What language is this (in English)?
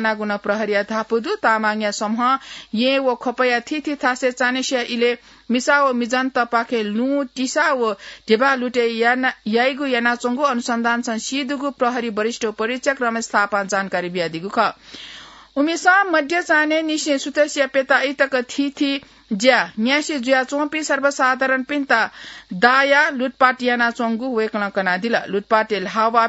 Newari